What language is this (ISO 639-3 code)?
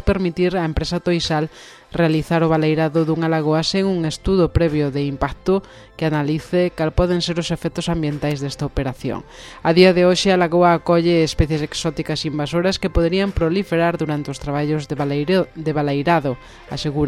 glg